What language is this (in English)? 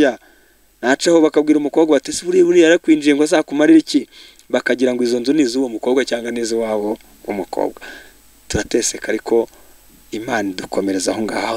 Kinyarwanda